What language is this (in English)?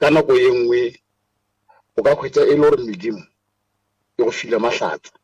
Northern Sotho